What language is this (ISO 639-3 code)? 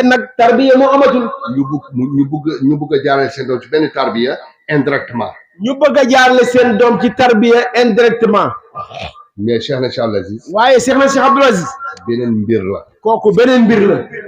wol